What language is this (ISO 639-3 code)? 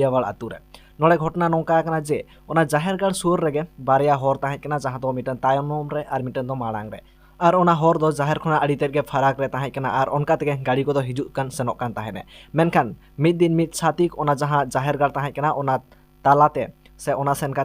sat